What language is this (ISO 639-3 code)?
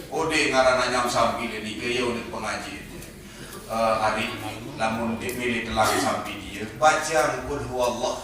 sas